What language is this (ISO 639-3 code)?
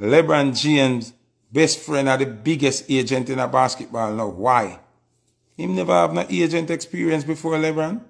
jam